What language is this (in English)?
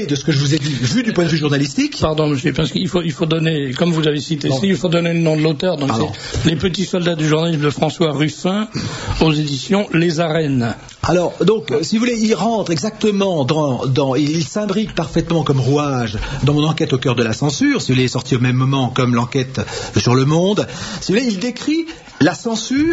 French